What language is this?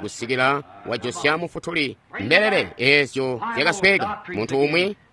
Tonga (Zambia)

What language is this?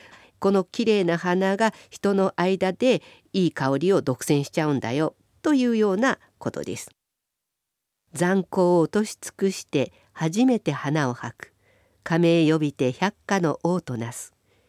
Japanese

